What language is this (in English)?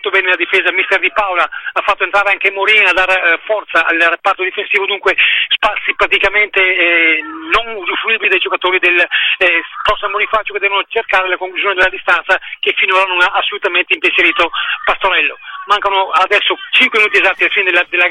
Italian